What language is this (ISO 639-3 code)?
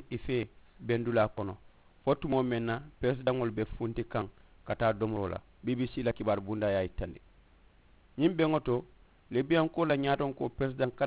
man